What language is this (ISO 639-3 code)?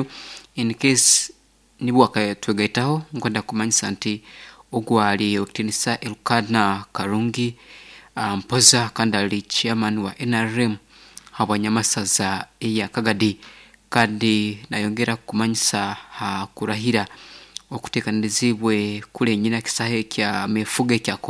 nyo